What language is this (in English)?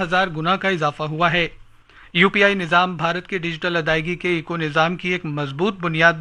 Urdu